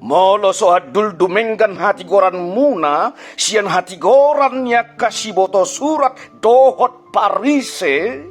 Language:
Batak Toba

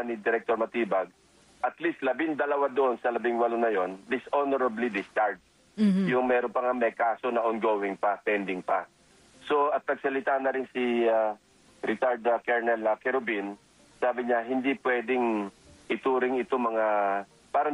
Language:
Filipino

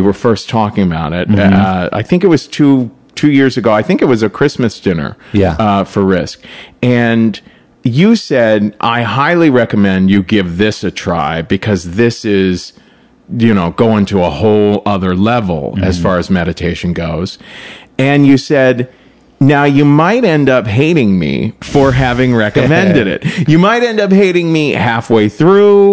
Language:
English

